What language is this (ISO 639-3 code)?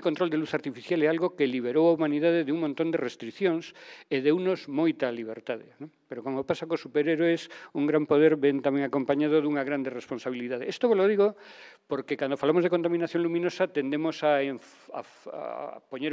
glg